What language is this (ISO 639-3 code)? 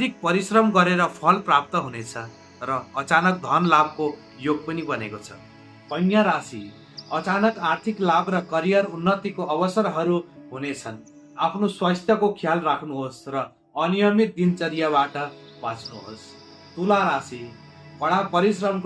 nep